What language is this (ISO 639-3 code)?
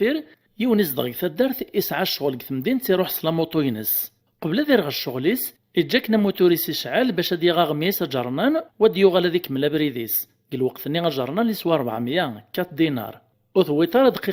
kab